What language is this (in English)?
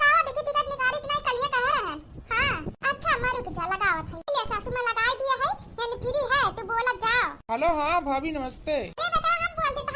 Awadhi